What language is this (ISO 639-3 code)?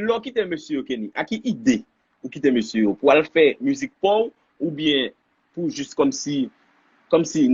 hat